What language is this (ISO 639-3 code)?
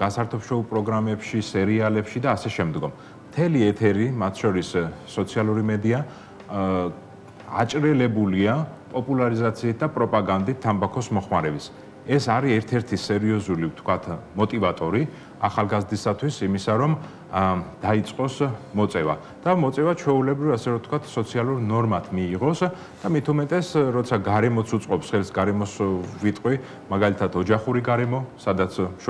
kat